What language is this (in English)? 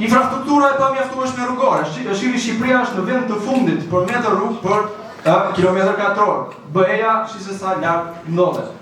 Albanian